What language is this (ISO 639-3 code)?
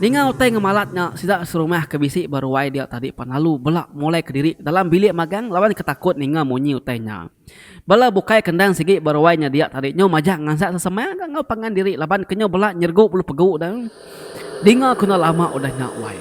iba